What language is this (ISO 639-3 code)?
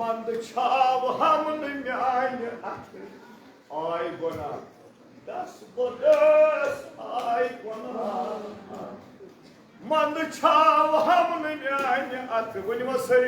kas